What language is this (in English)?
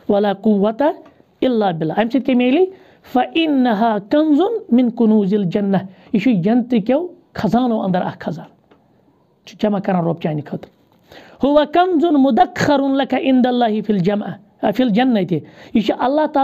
Kashmiri